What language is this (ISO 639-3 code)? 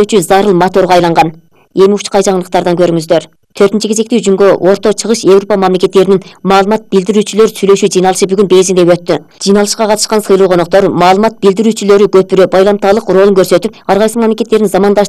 kir